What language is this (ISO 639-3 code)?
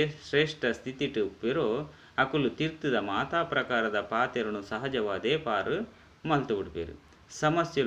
tcy